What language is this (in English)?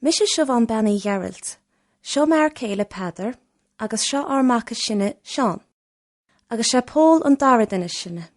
Irish